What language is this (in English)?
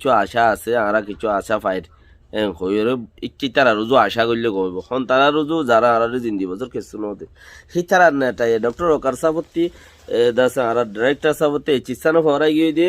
Rohingya